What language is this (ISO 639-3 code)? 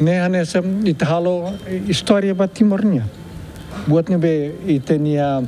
tet